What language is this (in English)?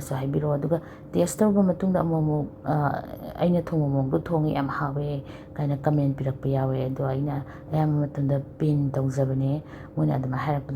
Manipuri